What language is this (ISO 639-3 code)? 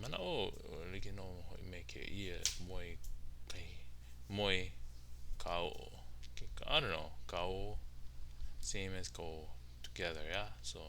haw